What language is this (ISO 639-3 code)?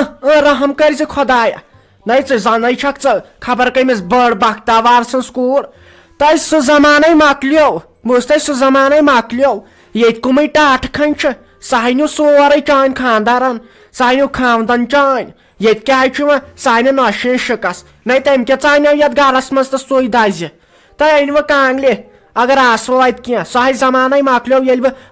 kas